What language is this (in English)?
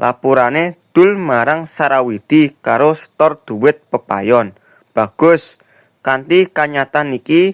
Javanese